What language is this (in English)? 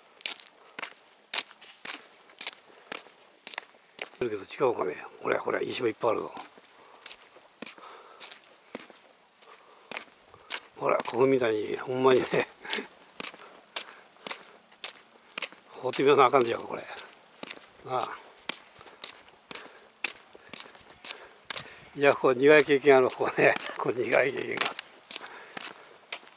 Japanese